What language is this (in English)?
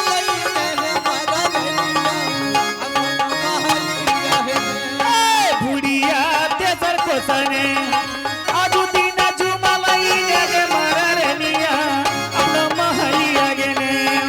Angika